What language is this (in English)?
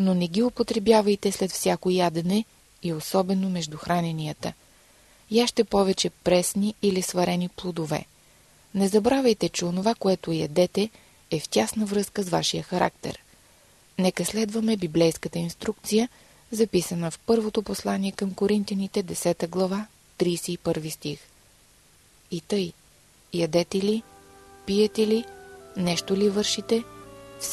Bulgarian